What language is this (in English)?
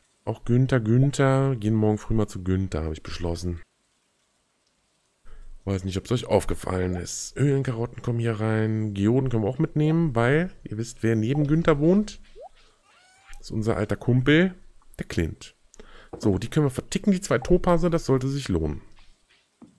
German